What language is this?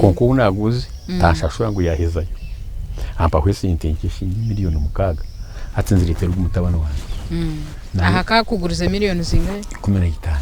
Nyankole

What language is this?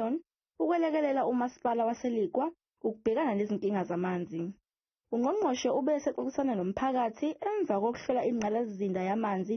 Zulu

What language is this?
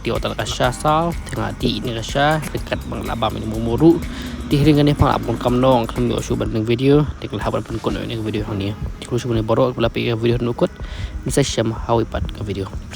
Khasi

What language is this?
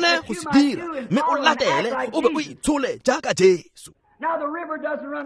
Tswana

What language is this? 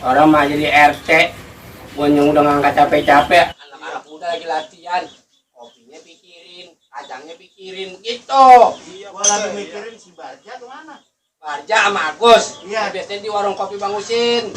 Betawi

